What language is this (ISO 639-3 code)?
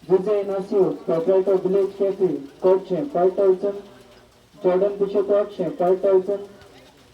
kok